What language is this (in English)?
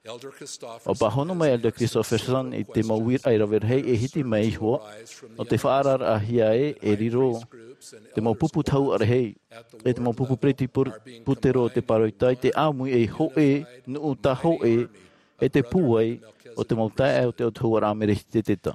Tahitian